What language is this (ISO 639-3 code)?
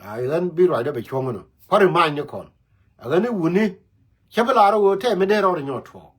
nus